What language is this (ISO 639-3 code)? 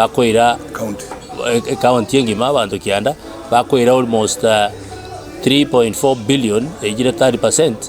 guz